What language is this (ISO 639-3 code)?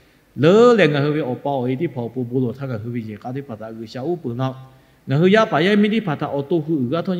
lhu